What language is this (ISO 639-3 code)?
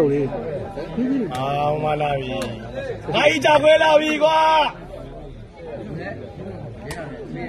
mya